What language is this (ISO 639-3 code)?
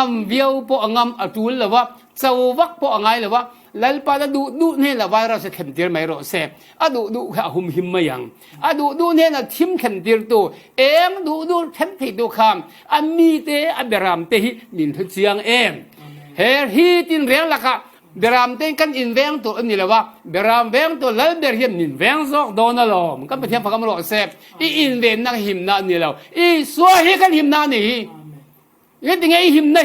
cfm